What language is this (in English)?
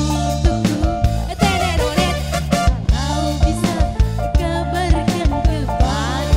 Musi